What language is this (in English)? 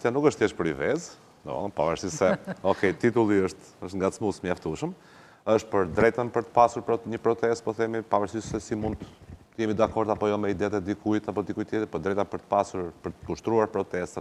Albanian